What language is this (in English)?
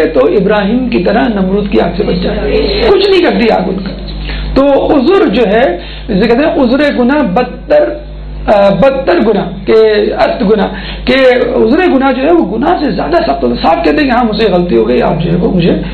Urdu